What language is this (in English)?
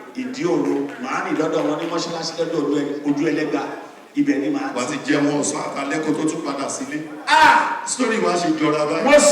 Yoruba